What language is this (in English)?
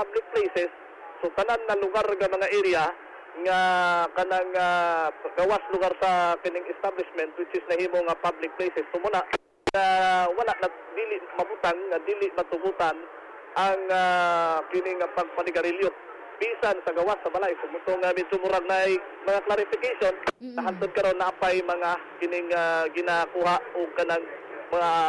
Cebuano